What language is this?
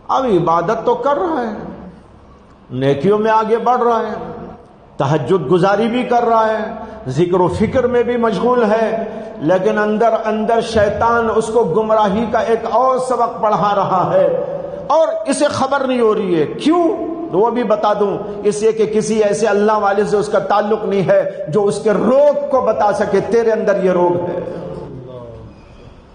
Urdu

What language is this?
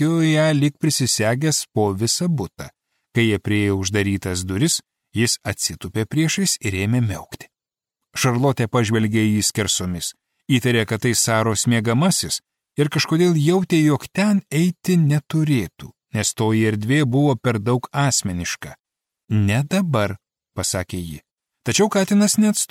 Lithuanian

